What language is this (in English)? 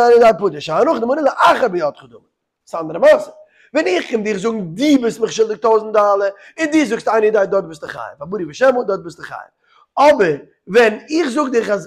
Yiddish